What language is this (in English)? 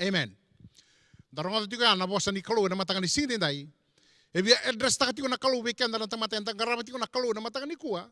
Fijian